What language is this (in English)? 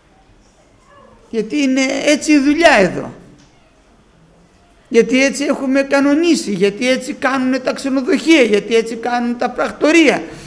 Greek